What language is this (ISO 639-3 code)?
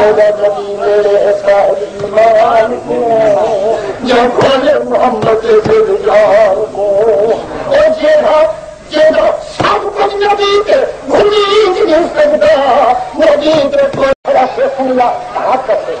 skr